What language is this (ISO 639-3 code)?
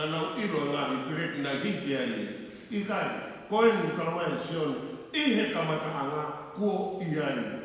ton